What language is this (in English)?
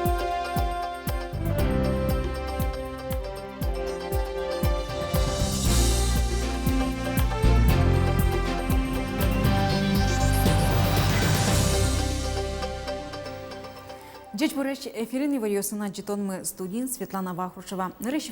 Udmurt